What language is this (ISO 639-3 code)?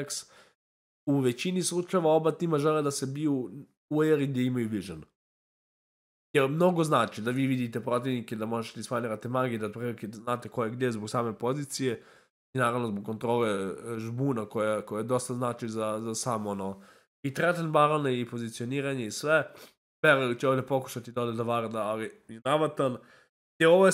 srp